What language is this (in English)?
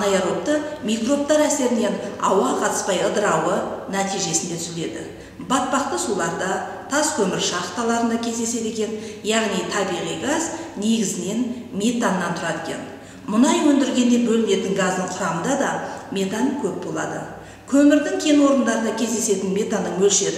Kazakh